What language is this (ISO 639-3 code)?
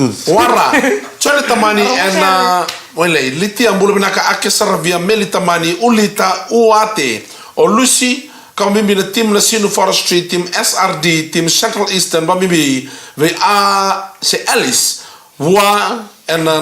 fij